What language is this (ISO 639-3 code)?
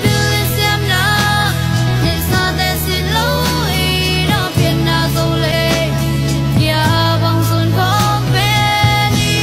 ctd